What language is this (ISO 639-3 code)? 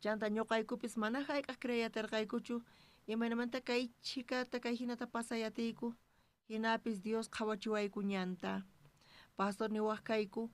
quh